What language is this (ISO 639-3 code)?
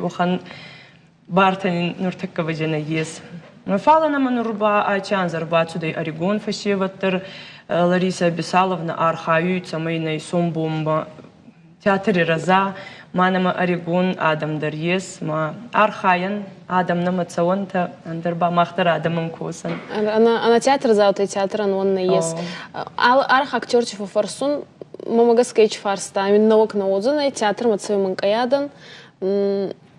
oss